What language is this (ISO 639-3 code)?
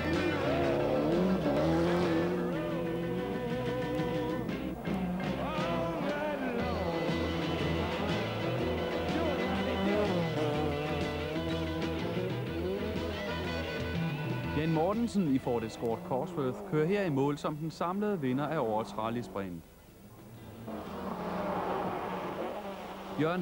dan